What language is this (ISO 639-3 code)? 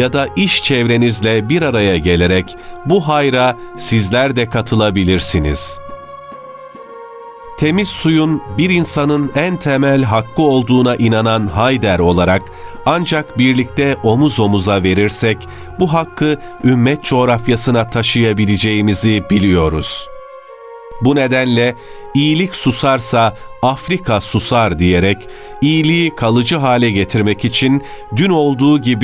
tur